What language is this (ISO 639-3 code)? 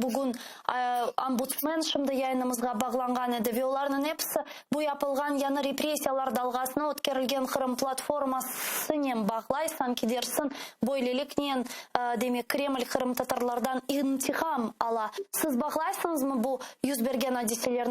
crh